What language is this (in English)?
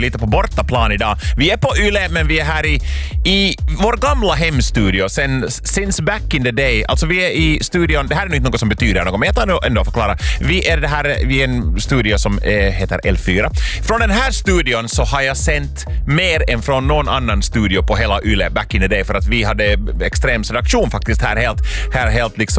Swedish